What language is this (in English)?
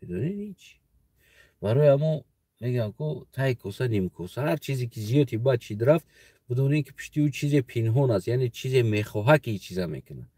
Tajik